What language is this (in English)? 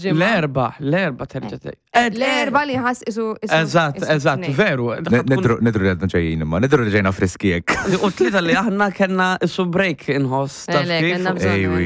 Maltese